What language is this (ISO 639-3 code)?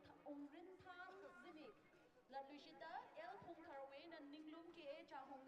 nmf